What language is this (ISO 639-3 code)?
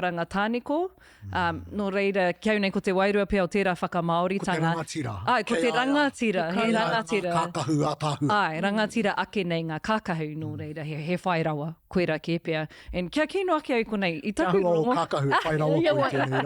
mri